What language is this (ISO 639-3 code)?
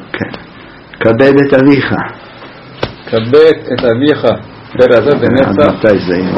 heb